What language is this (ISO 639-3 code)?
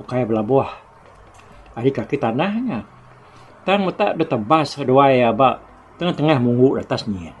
iba